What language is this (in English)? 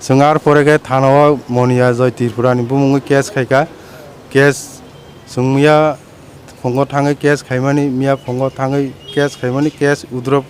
Kok Borok